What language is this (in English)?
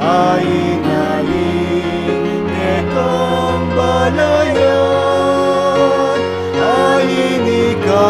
Pampanga